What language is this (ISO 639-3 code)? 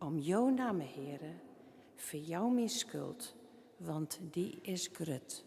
fry